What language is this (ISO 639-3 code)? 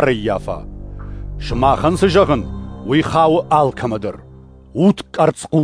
oss